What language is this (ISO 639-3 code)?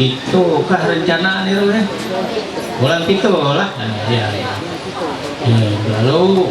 mhy